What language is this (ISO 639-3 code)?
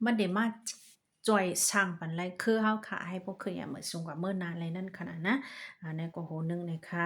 shn